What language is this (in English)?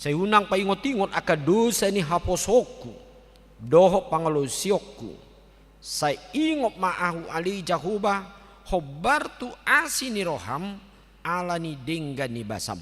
Batak Toba